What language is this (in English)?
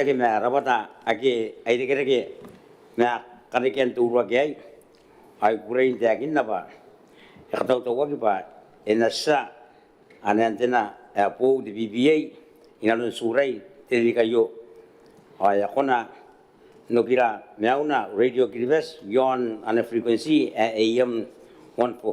Gilbertese